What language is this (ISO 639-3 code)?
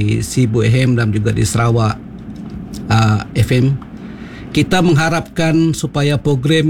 msa